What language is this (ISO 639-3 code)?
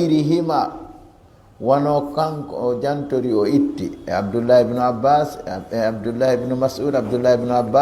ful